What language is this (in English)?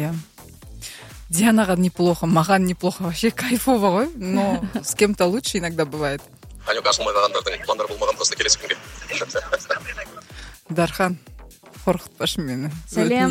Kazakh